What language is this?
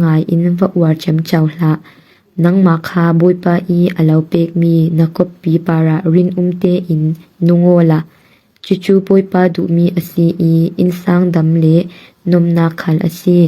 Falam Chin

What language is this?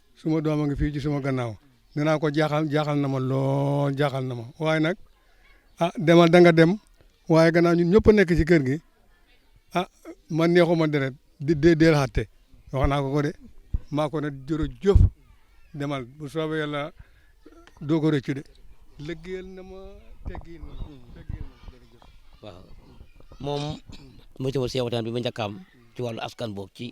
Wolof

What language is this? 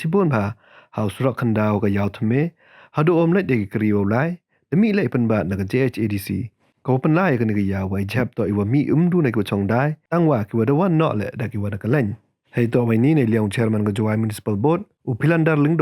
Pnar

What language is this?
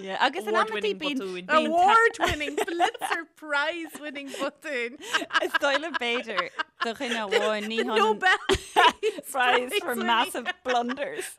Irish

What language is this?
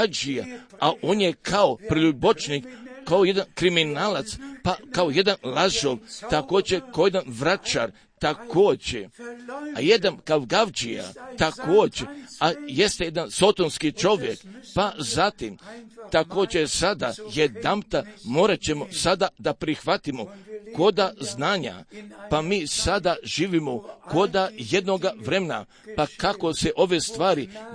Croatian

